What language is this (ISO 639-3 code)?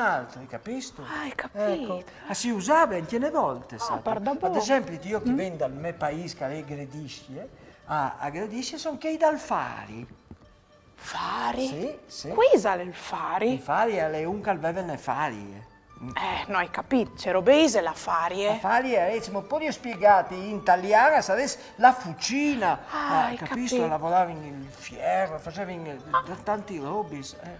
fur